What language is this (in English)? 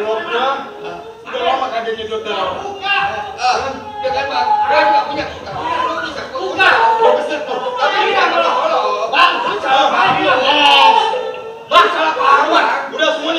Betawi